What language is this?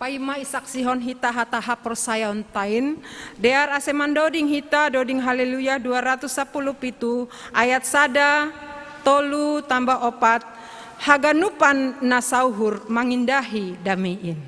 Batak Simalungun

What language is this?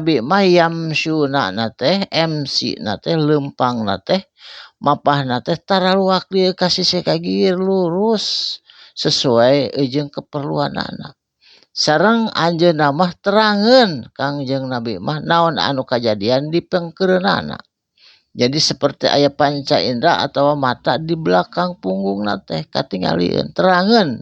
Sundanese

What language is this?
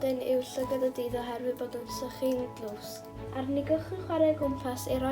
Welsh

